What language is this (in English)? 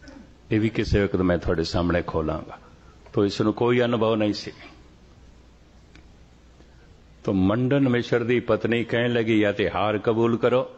Punjabi